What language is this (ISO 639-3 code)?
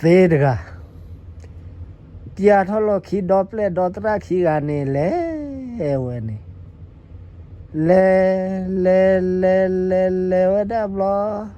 ksw